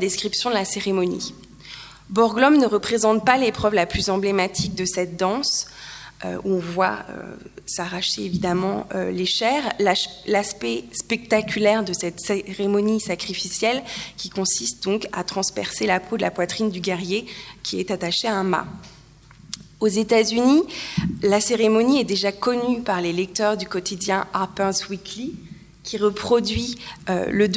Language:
French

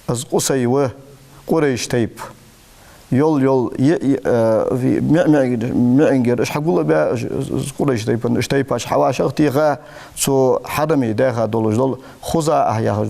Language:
Ingush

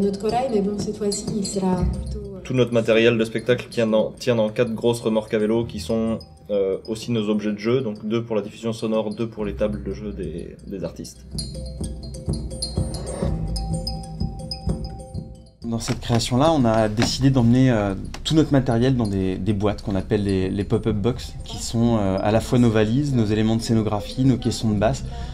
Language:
French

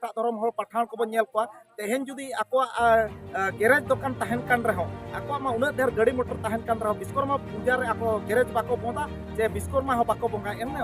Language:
Santali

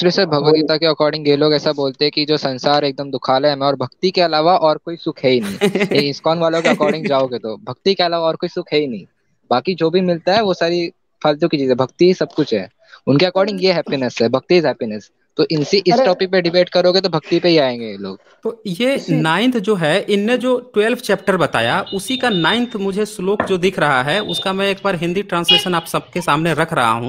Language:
Hindi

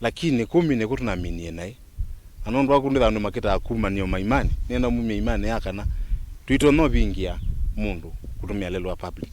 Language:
Kamba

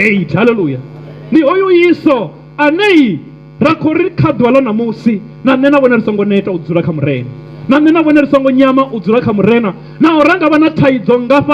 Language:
Venda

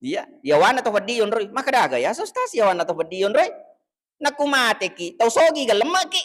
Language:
Buginese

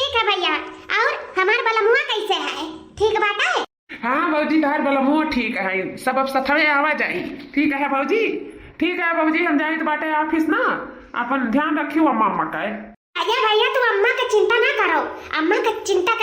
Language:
Awadhi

